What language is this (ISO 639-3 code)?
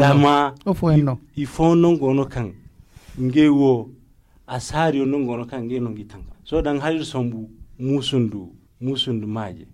dje